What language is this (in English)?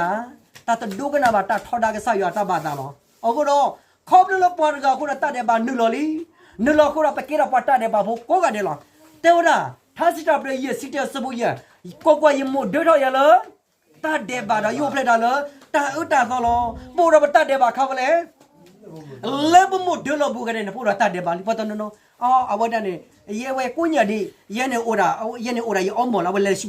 S'gaw Karen